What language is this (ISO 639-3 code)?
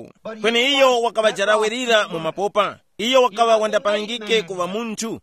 tum